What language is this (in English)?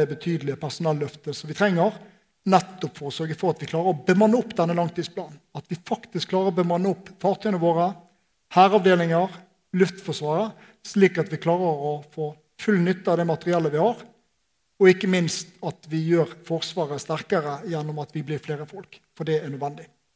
Norwegian